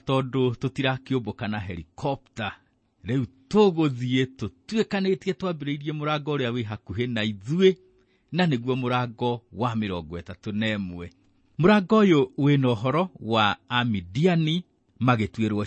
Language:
Kikuyu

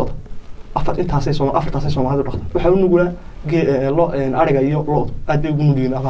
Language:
Somali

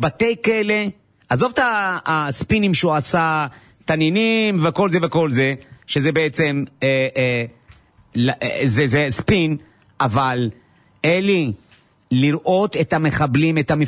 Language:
Hebrew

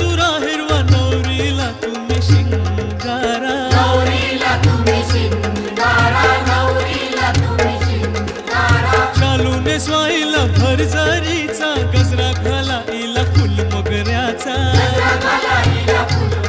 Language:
Marathi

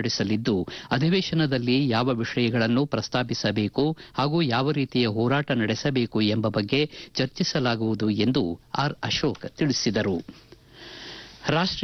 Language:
Kannada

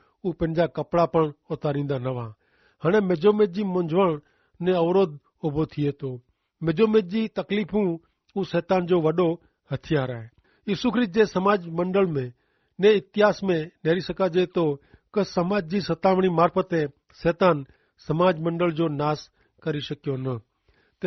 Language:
Kachhi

